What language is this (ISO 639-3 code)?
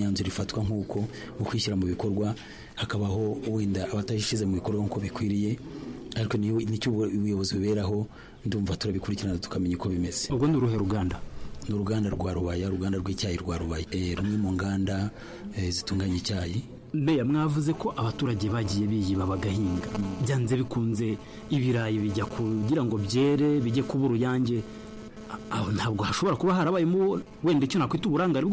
kin